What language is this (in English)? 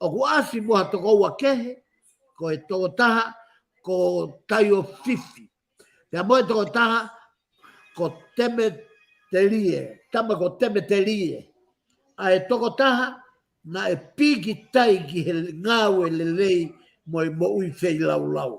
Tongan